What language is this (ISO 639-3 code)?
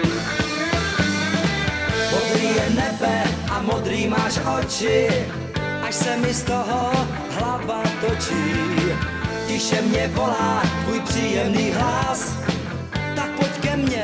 ces